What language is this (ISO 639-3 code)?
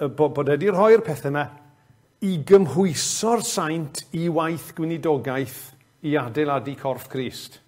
cym